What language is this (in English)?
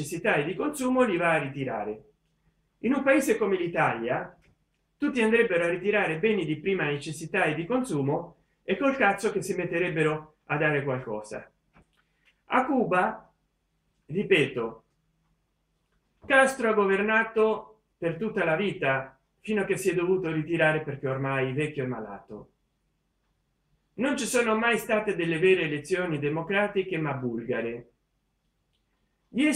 Italian